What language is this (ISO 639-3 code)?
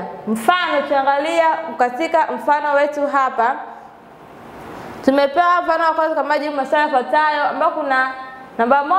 swa